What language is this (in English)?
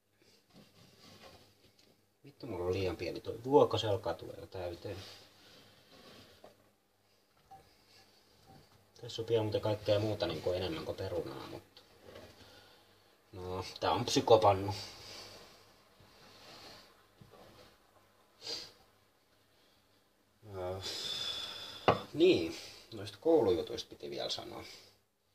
Finnish